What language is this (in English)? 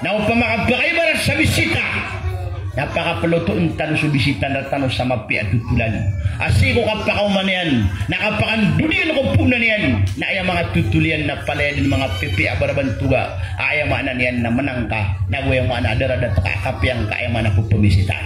Maranao